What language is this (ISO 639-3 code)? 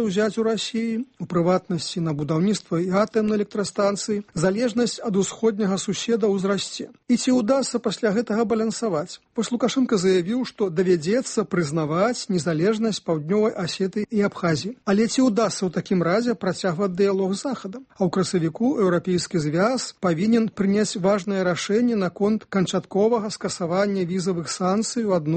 bel